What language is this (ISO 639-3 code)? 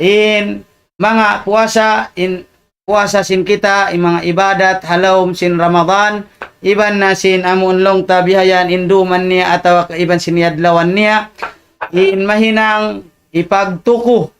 tsg